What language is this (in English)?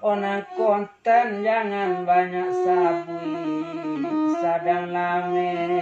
Minangkabau